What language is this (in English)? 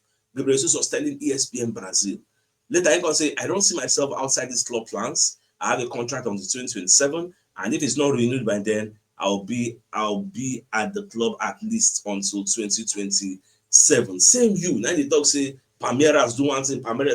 Nigerian Pidgin